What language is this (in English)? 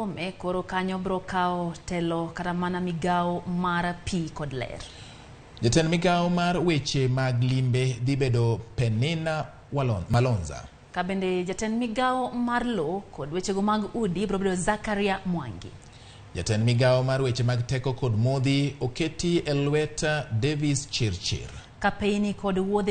Luo (Kenya and Tanzania)